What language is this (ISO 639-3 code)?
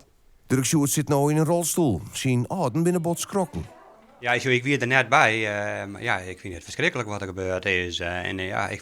fry